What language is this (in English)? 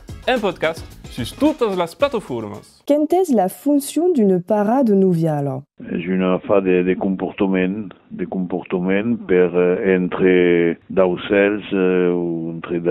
Occitan